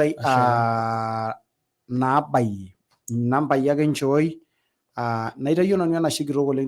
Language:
Masai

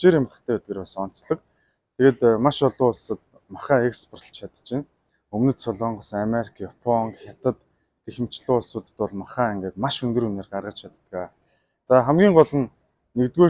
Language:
Mongolian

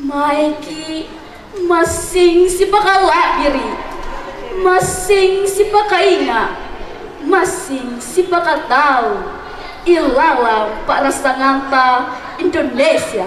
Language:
Makasar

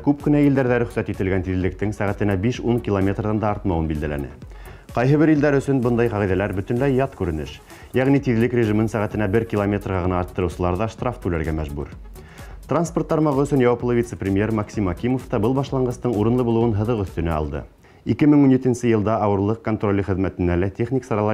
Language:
Bashkir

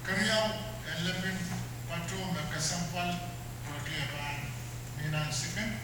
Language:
Pohnpeian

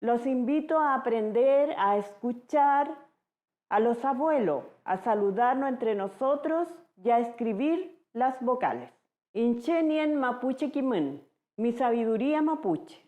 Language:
Mapuche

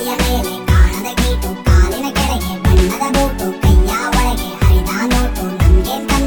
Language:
Kannada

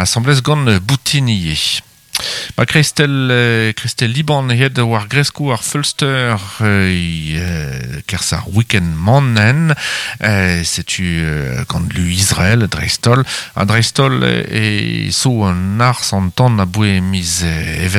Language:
Breton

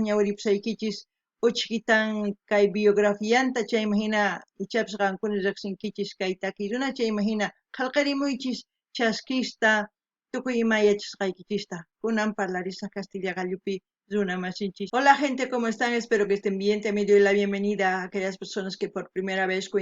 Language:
South Bolivian Quechua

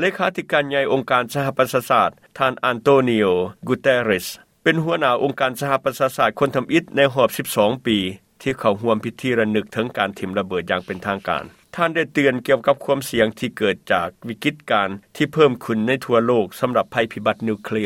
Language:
Lao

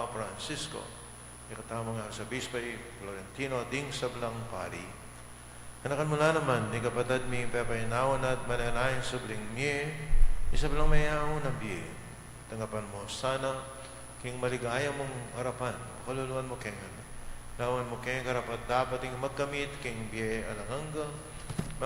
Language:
Pampanga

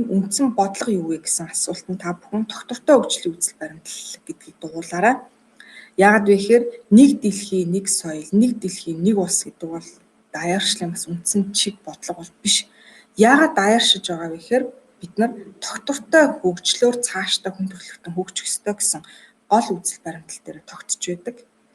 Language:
Mongolian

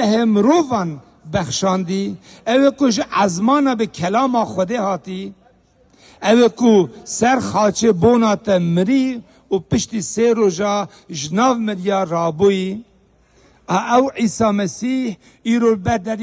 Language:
Kurdish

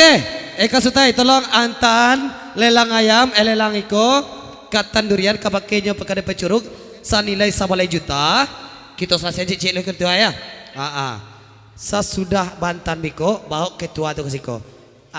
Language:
Minangkabau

